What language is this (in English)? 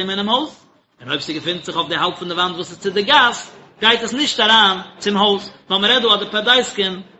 Yiddish